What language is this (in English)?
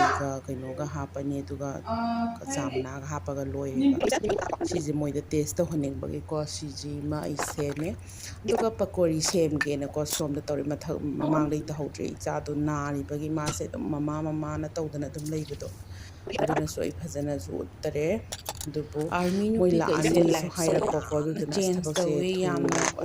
Manipuri